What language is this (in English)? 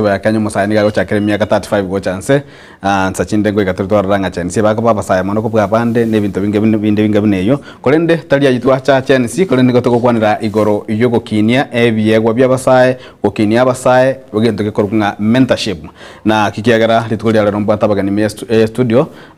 Gusii